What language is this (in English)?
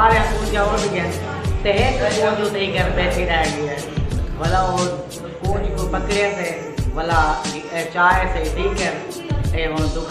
Saraiki